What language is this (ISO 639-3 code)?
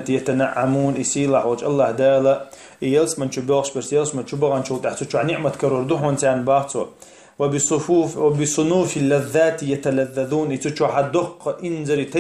che